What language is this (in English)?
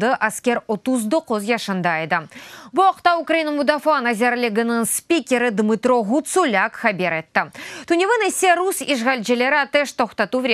Crimean Tatar